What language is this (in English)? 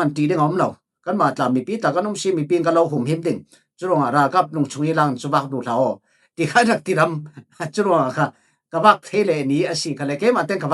Falam Chin